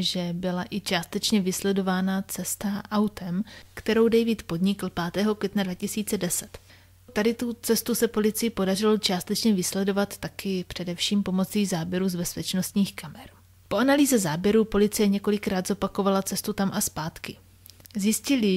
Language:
Czech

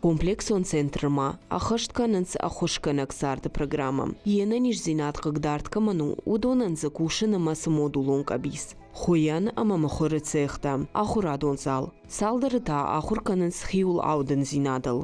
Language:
Ossetic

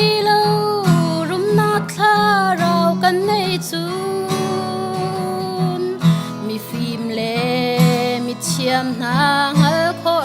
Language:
Hakha Chin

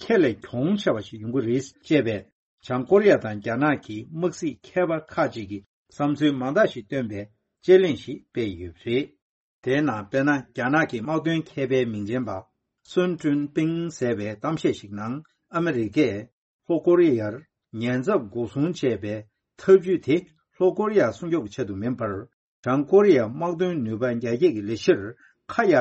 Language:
Tibetan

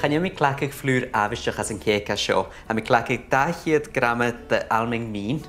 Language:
Scottish Gaelic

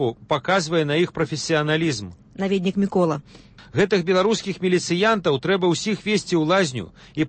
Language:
Belarusian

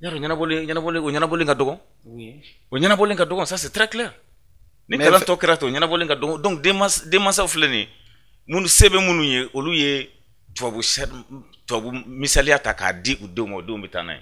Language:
Bambara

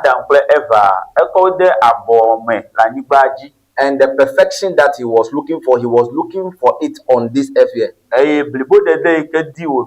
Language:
Ewe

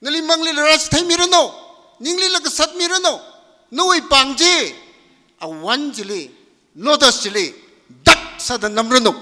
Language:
Tangkhul Naga (India)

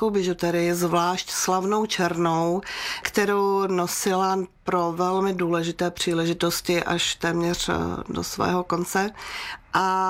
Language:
Czech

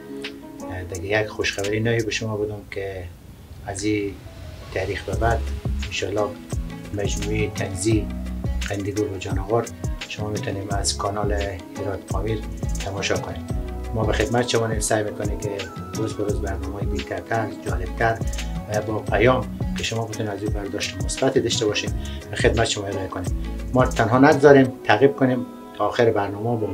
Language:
Persian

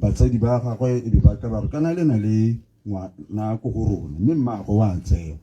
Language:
Tswana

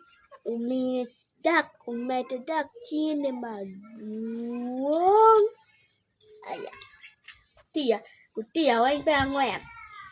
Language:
Acoli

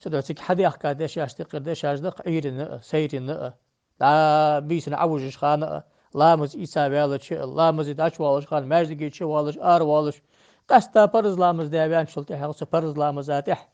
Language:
Ingush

